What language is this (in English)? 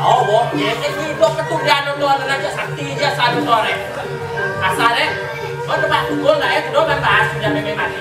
Balinese